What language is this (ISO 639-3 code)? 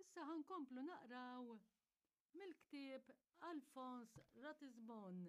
mlt